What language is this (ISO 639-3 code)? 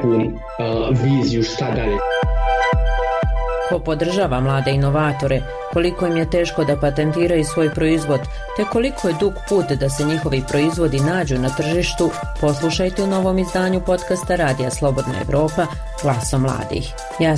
bos